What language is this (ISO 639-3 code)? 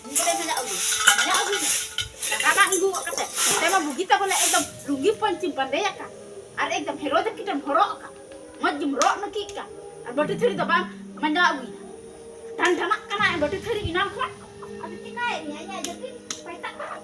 sat